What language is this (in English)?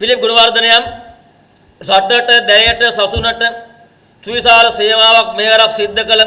Sinhala